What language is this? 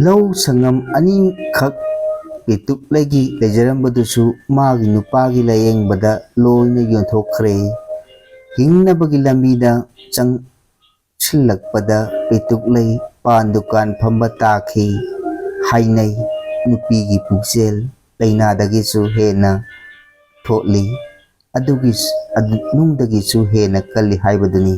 Manipuri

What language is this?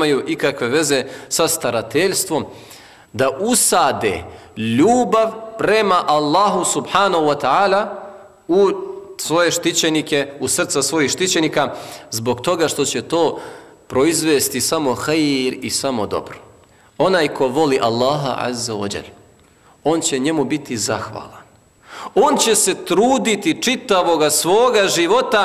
Bosnian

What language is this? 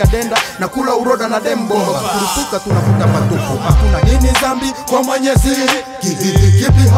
Swahili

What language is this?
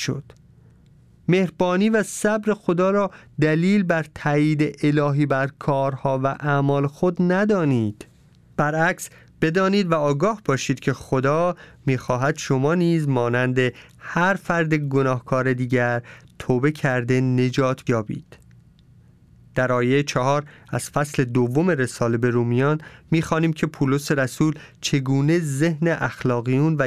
Persian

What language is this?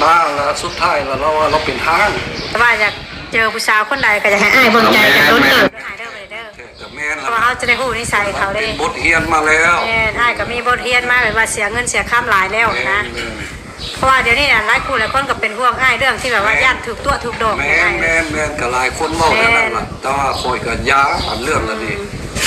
Northeastern Thai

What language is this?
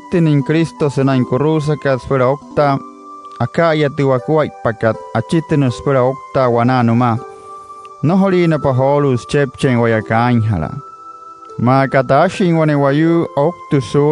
Wayuu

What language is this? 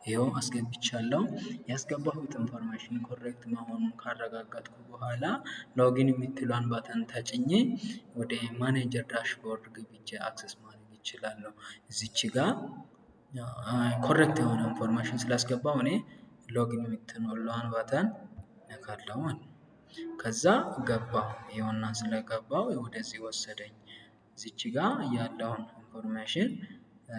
Amharic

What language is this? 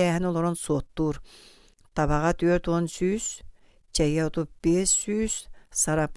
Yakut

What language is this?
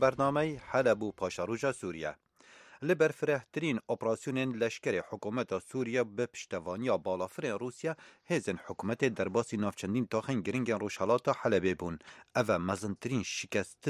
Kurdish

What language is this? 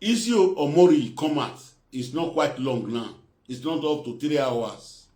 Nigerian Pidgin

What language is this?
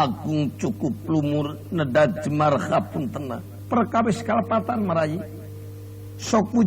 Sundanese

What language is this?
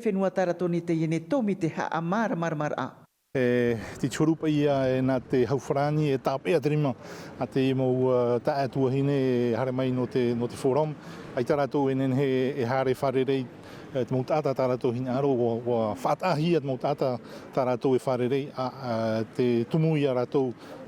Tahitian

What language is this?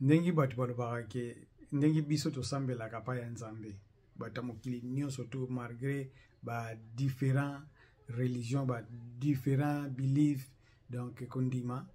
Lingala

